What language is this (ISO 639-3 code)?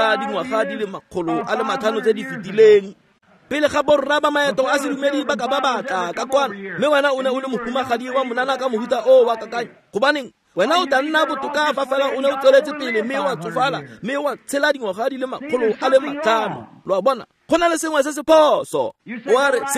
tsn